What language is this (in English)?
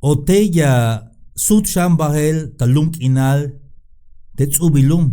Tzeltal